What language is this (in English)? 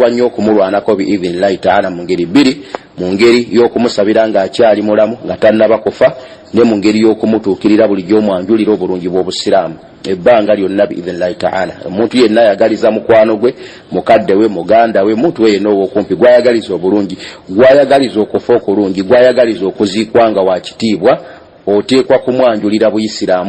Ganda